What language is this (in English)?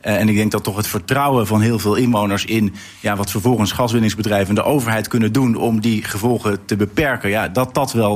Dutch